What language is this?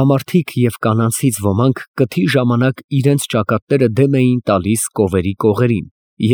Armenian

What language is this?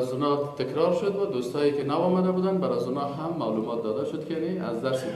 Persian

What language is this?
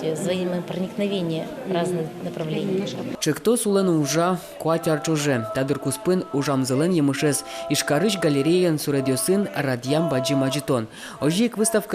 Udmurt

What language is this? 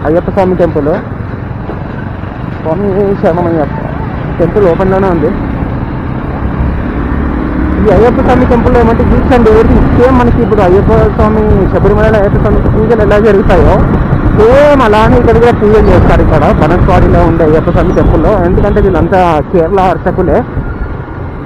Telugu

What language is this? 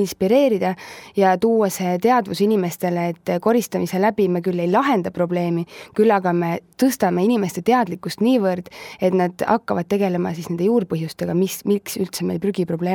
Estonian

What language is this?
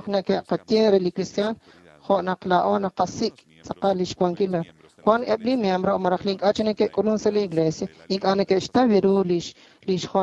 Kekchí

